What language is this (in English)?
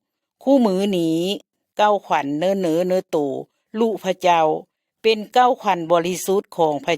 Lao